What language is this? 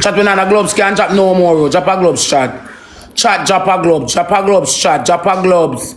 Jamaican Creole English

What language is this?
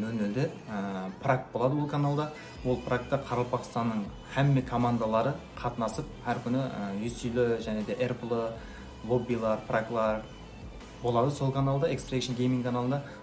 Kara-Kalpak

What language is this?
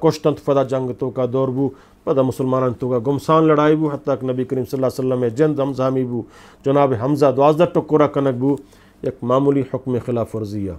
Eastern Balochi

